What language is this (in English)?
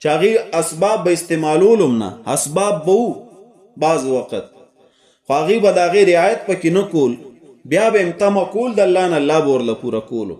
Pashto